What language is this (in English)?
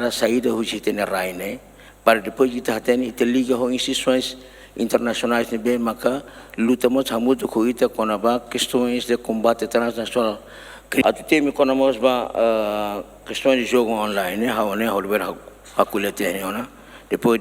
Tetum